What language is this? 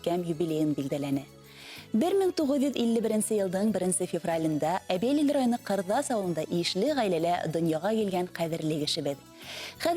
Bashkir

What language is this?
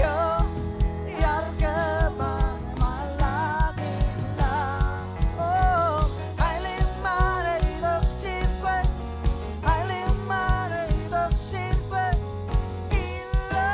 Marshallese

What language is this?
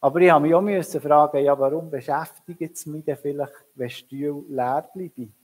Swiss German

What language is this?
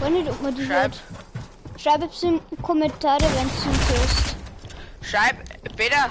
Bavarian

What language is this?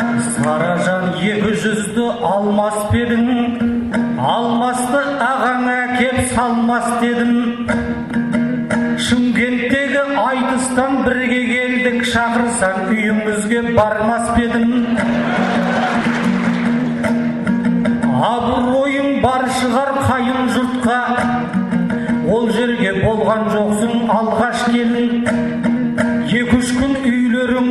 Kazakh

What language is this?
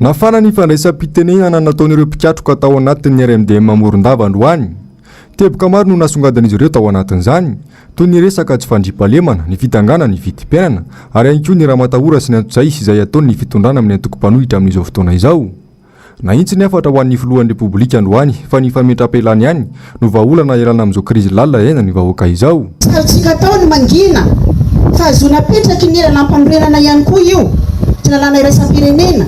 Malagasy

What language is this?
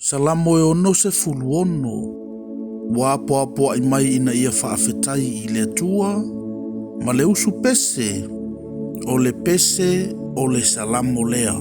Samoan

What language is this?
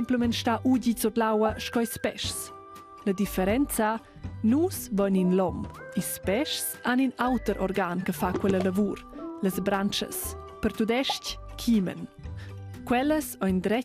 Romansh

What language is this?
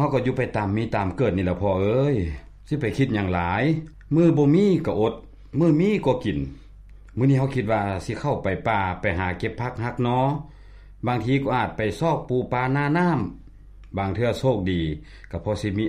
Lao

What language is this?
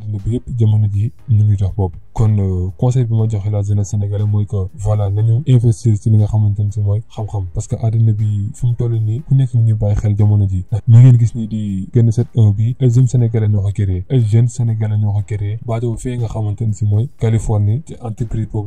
Wolof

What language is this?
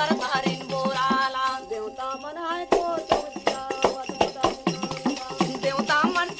Chhattisgarhi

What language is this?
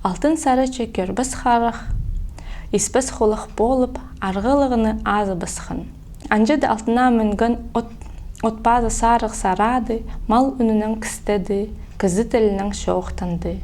Khakas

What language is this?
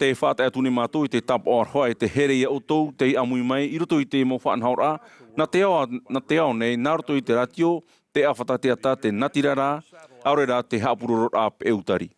Tahitian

